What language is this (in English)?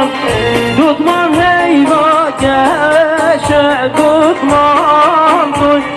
Kurdish